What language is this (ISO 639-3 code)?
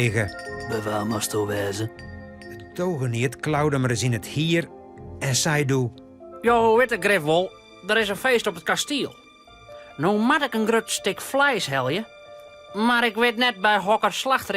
fry